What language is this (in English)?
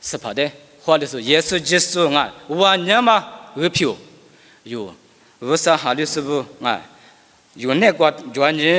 Lisu